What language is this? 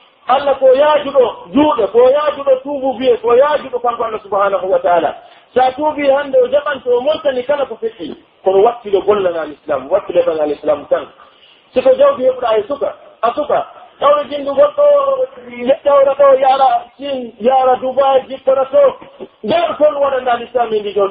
Pular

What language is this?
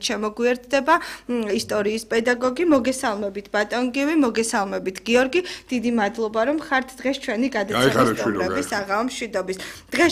Georgian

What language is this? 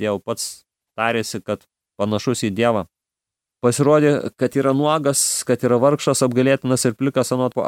Lithuanian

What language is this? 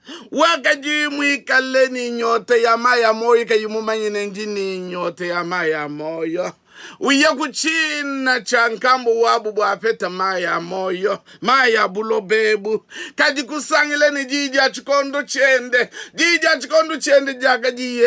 Luba-Lulua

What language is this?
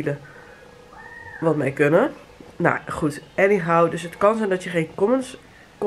Dutch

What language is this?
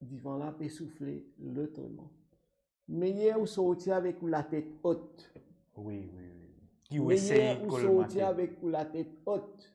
Morisyen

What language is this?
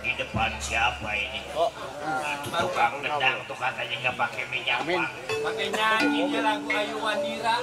Betawi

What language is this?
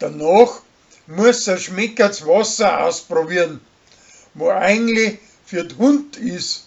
Bavarian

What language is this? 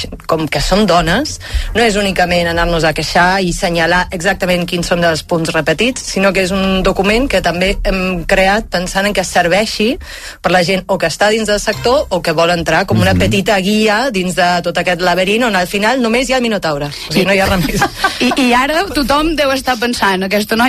Catalan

